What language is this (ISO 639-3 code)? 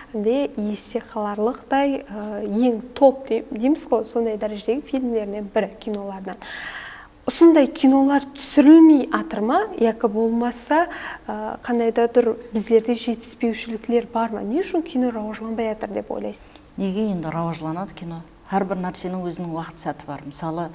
kaa